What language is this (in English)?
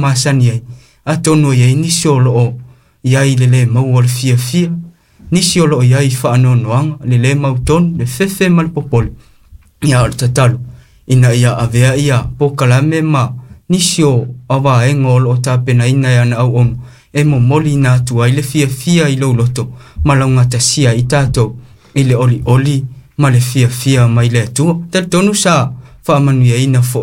Samoan